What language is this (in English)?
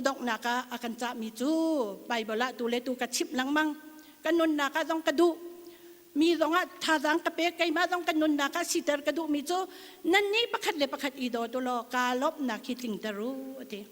Hakha Chin